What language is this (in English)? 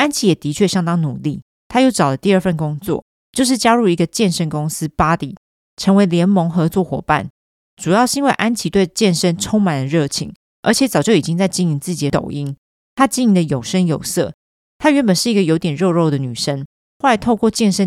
Chinese